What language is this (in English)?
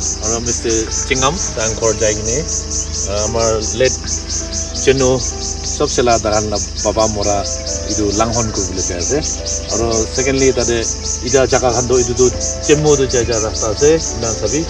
Naga Pidgin